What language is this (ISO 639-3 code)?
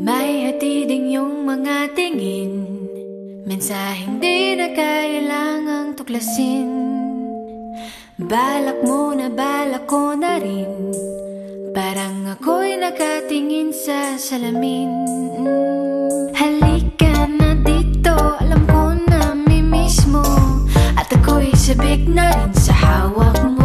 fil